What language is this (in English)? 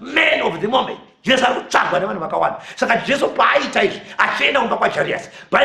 Shona